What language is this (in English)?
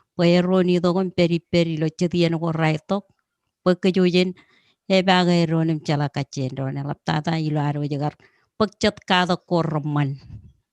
Marshallese